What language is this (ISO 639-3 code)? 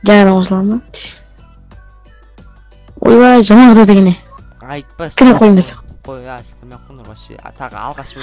kaz